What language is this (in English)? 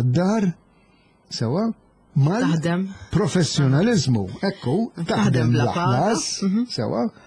Maltese